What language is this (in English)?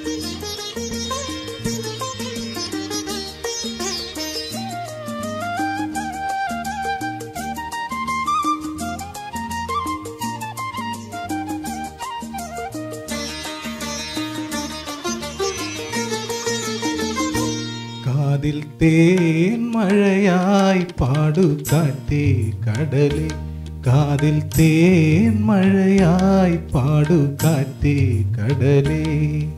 Malayalam